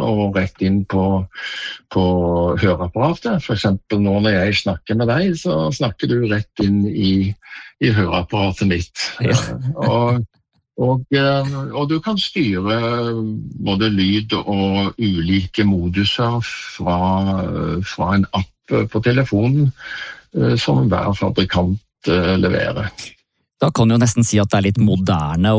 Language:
Norwegian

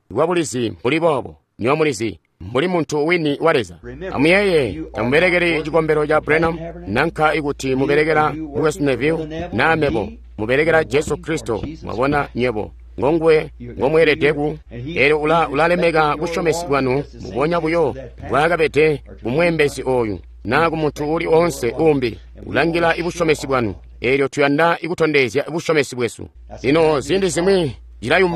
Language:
Tonga (Zambia)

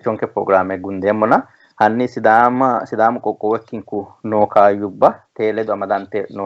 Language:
Sidamo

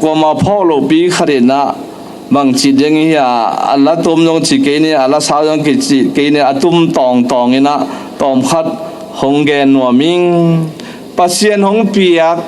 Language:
Tedim Chin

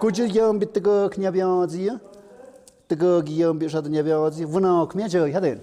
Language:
Tlahuitoltepec Mixe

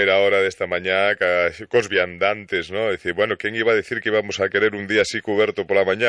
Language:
Galician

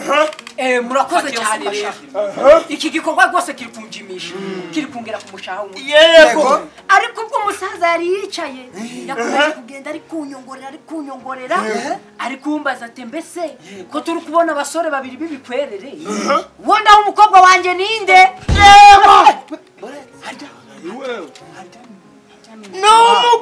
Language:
Kinyarwanda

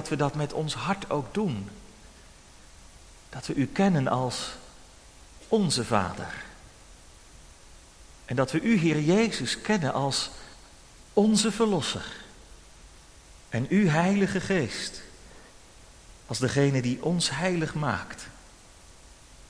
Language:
Dutch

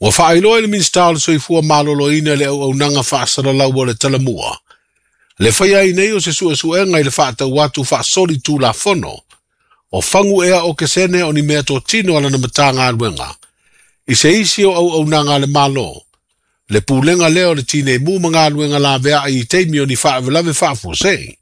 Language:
Samoan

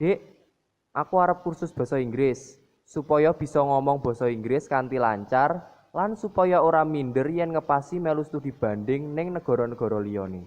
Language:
Javanese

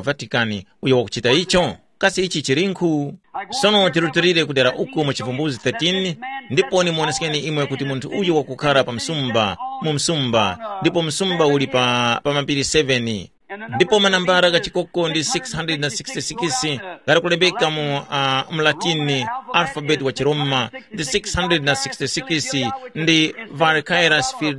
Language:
Tumbuka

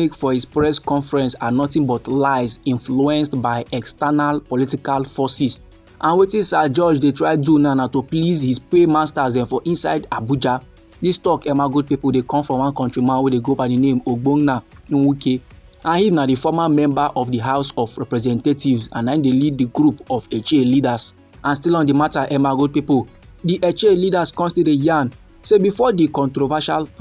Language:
Nigerian Pidgin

